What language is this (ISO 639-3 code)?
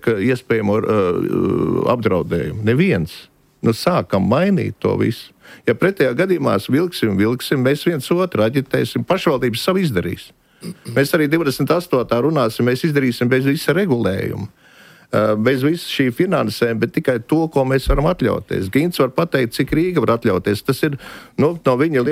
lav